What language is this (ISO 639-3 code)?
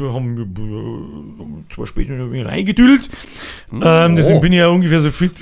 bar